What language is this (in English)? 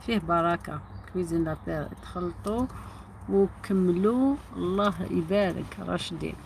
Algerian Arabic